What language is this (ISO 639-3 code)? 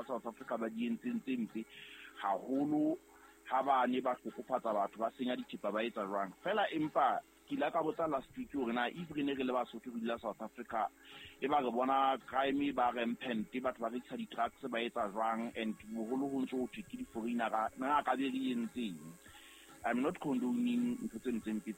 sot